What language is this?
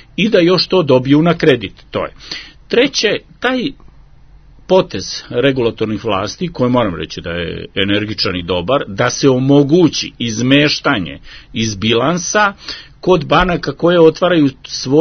Serbian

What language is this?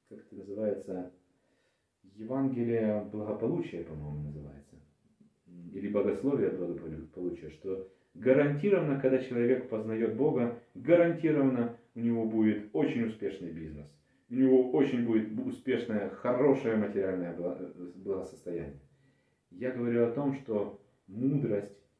Russian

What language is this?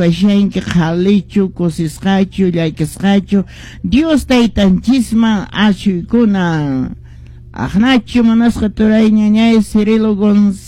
Quechua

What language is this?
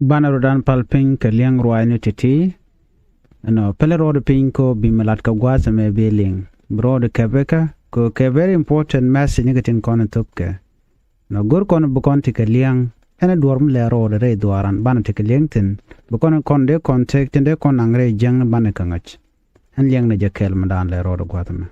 Nuer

